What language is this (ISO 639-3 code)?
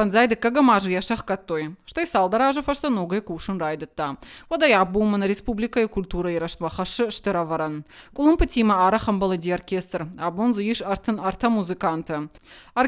oss